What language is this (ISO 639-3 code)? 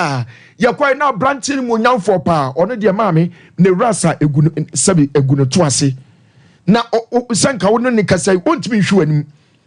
aka